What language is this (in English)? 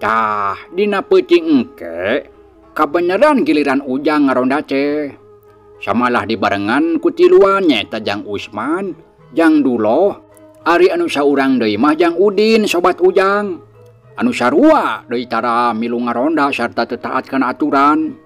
Sundanese